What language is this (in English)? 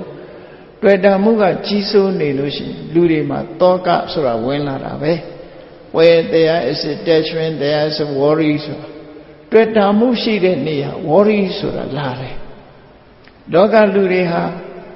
Burmese